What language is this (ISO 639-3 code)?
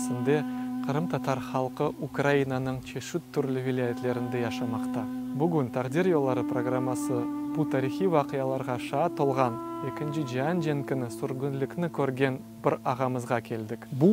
crh